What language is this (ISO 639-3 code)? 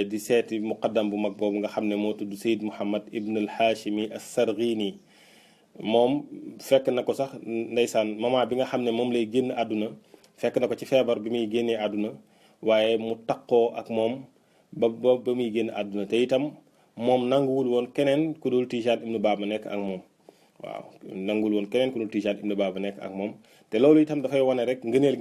wol